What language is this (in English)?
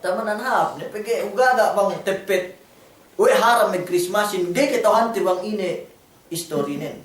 Yakan